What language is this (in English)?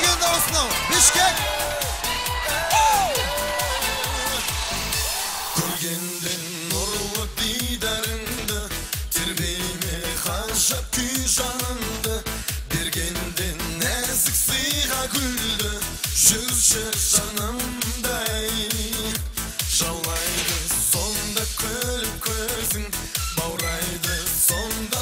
Kazakh